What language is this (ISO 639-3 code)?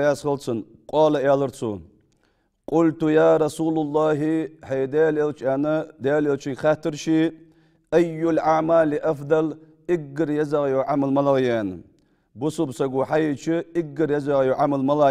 inh